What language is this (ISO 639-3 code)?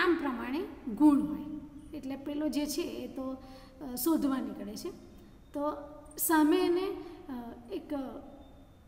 guj